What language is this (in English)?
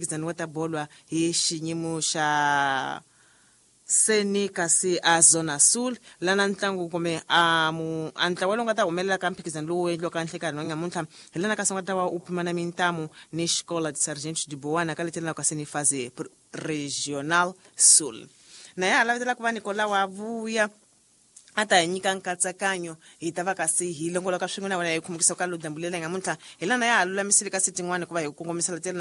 Tsonga